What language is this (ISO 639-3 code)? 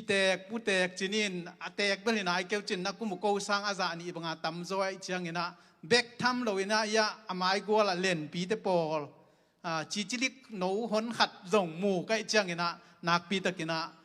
ctd